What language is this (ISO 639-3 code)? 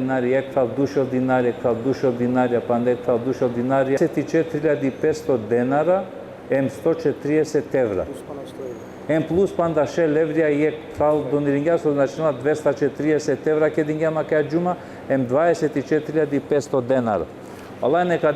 rmn